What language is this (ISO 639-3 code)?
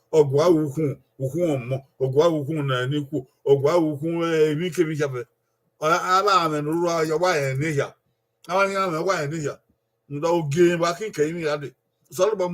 bin